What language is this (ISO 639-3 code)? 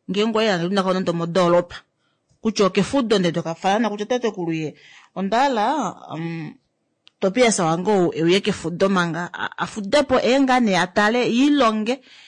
kua